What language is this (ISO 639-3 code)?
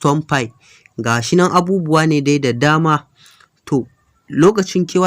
hau